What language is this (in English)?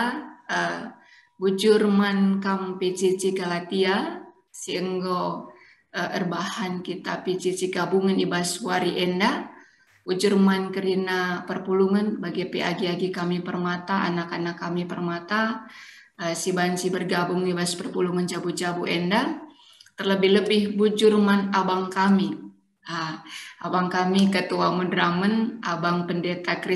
Batak Karo